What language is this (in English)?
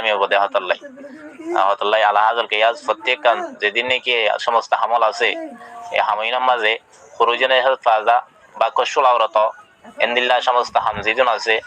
Rohingya